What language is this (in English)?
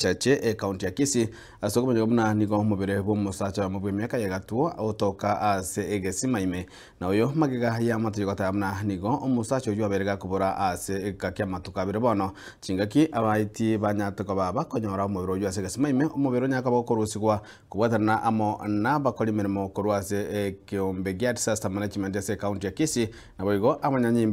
Gusii